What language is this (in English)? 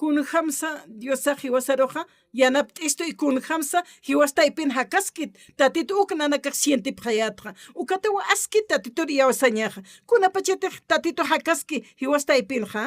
Aymara